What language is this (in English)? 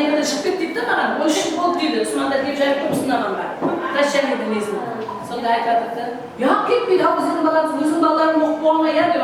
Kara-Kalpak